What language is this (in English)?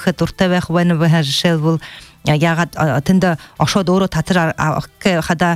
Buriat